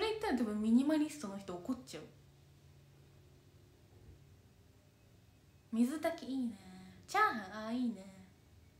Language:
Japanese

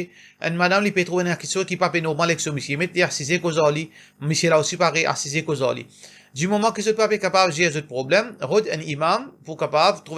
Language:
Morisyen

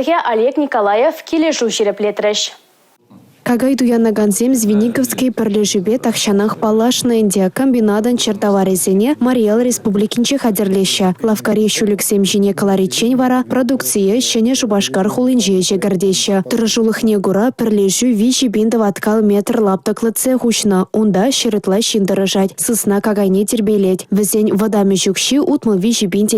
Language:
Chuvash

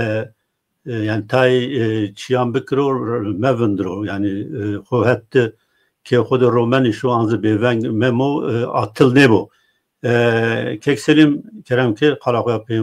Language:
Zaza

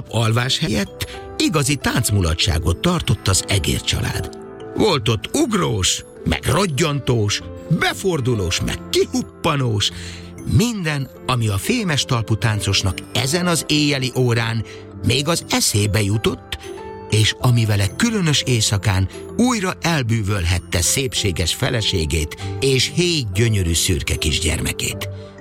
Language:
Hungarian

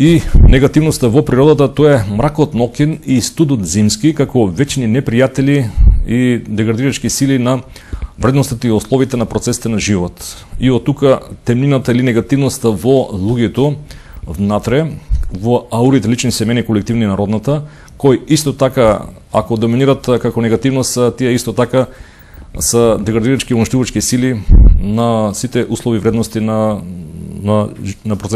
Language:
Macedonian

